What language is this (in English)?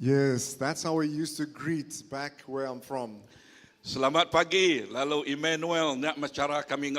Iban